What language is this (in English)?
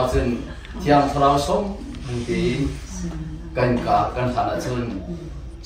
Hakha Chin